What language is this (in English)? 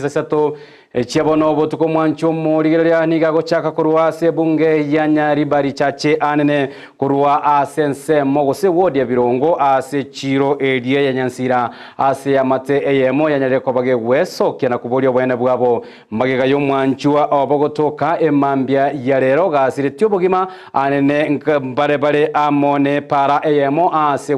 Gusii